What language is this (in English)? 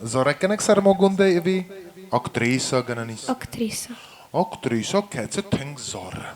Ossetic